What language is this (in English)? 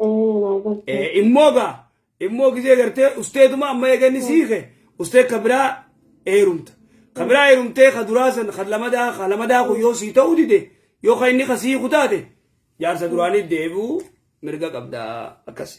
Oromo